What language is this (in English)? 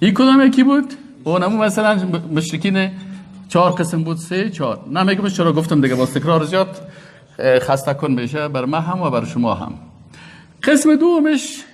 Persian